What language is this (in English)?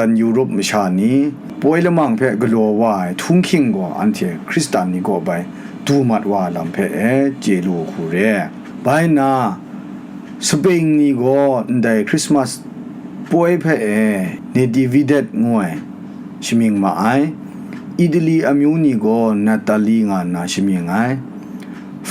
Kachin